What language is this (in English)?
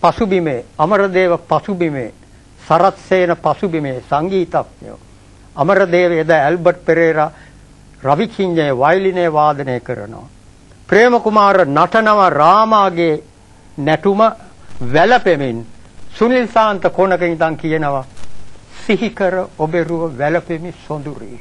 Sinhala